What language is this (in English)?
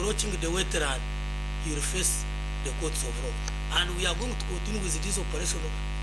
Nyankole